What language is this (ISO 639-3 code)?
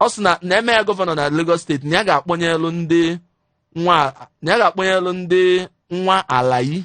ibo